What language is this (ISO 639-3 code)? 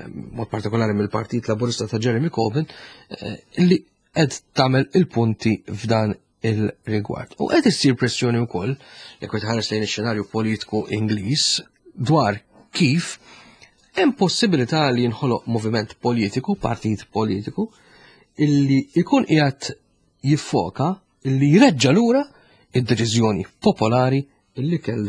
mlt